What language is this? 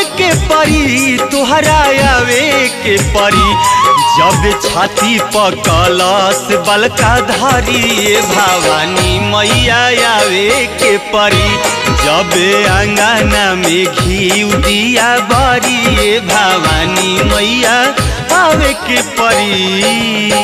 Bhojpuri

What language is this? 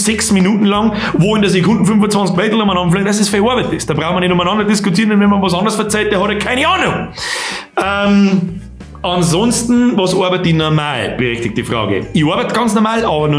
Bavarian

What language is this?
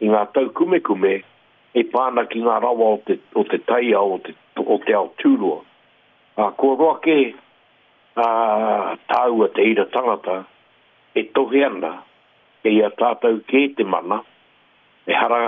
Māori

